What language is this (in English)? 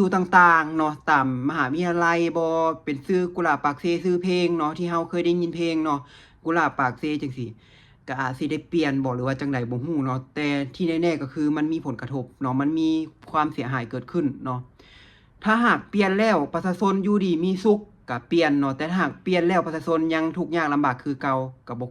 Lao